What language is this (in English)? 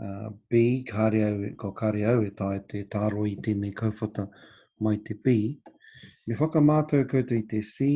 Māori